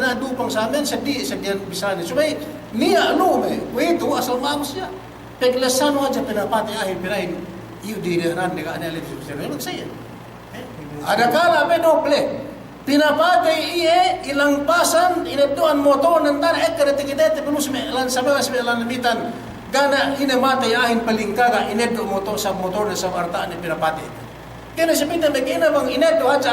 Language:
Yakan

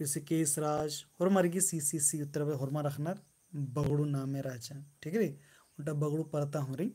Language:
Kurukh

